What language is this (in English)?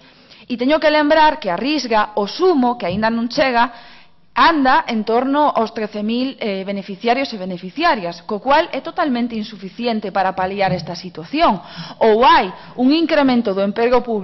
Galician